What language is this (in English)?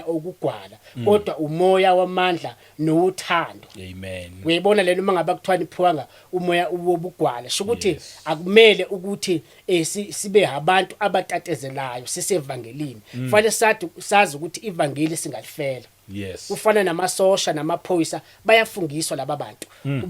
Zulu